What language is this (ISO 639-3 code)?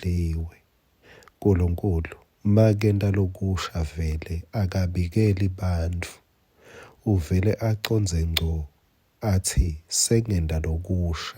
ssw